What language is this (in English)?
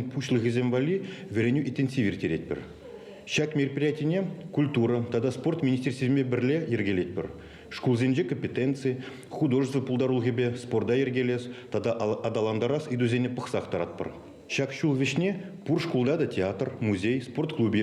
Chuvash